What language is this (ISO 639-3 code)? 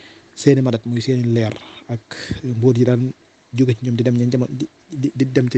wol